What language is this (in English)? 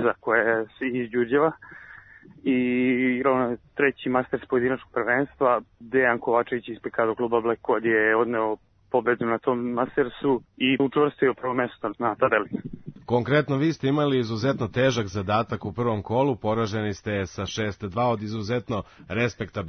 Serbian